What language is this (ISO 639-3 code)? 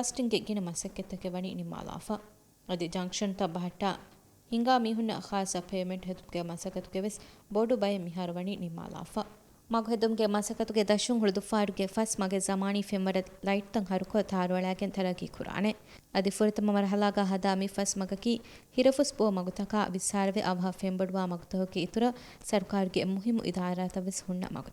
div